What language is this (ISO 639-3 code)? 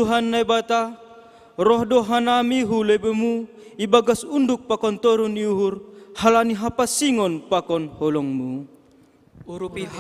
bts